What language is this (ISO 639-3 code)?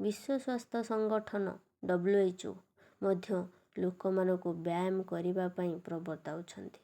ori